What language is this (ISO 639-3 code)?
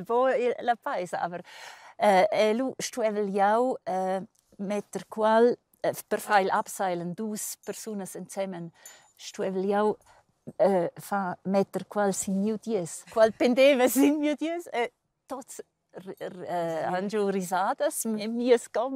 roh